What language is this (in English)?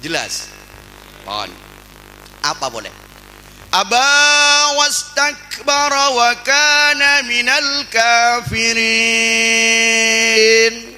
Madurese